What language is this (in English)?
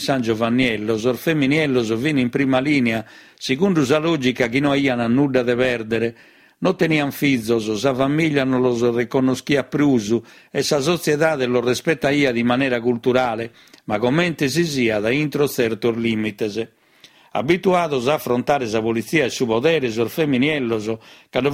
Sardinian